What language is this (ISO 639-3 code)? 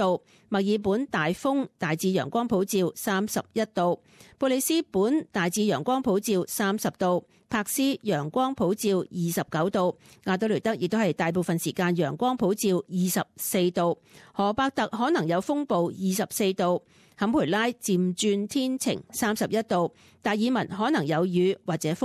yue